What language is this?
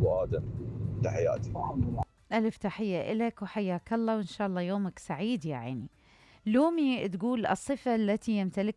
Mesopotamian Arabic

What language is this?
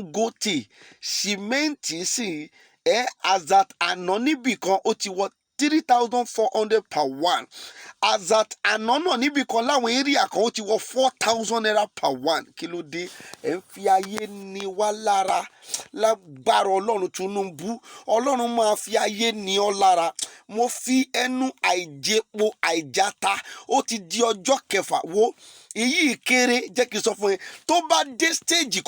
Yoruba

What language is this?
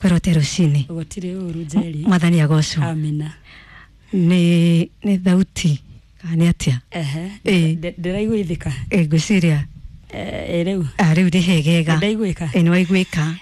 Kikuyu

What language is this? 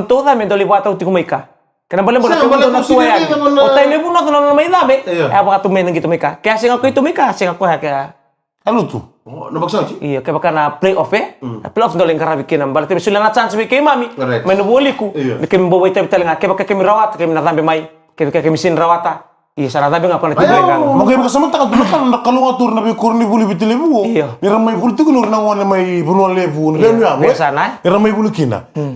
Fijian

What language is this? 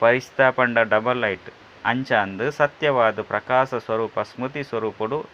Tulu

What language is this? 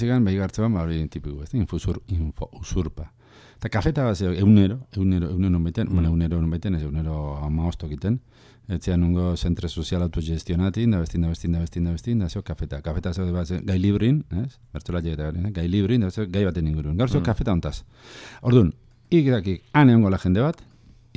Basque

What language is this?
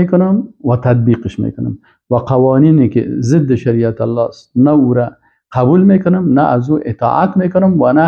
Persian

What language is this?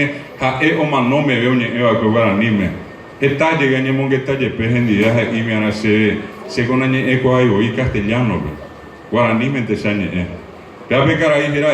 Guarani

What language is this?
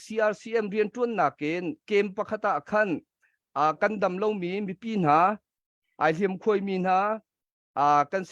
Hakha Chin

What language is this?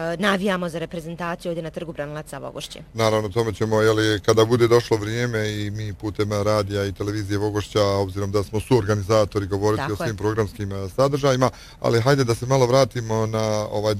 Bosnian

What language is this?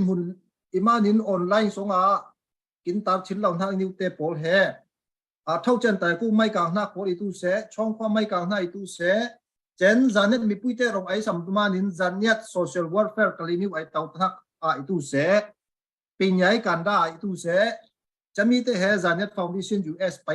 Falam Chin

